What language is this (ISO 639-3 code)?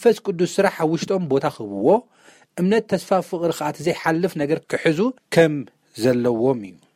tir